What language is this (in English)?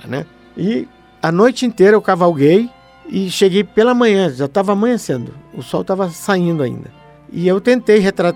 Portuguese